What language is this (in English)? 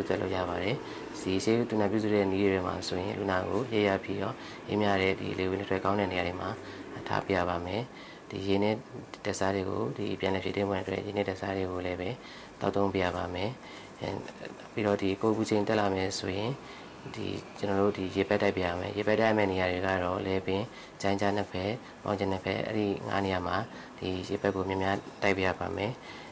Burmese